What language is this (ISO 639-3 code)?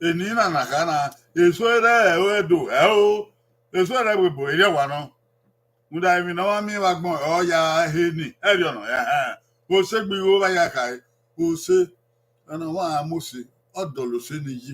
bin